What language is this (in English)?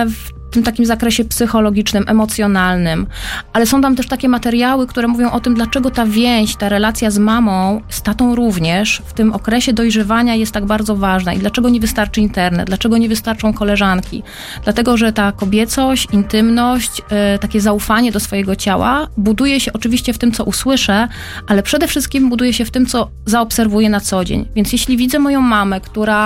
Polish